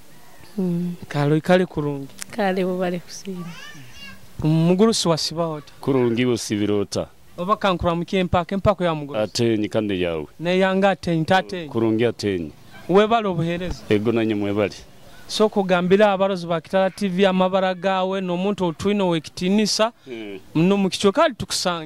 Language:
Nyoro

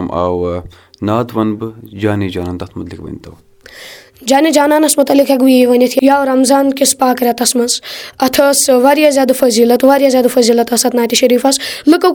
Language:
Kashmiri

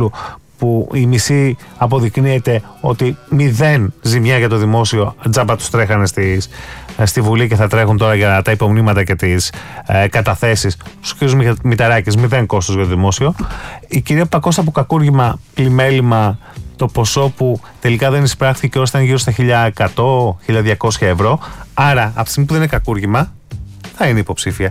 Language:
Greek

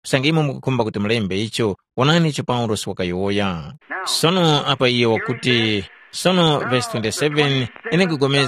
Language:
Tumbuka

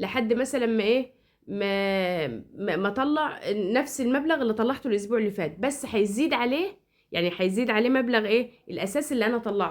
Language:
Egyptian Arabic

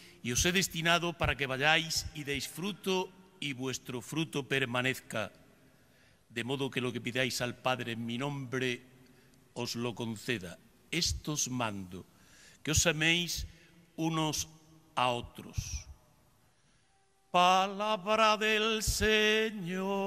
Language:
Spanish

